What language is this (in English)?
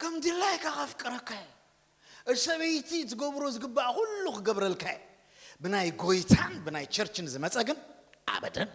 Tigrinya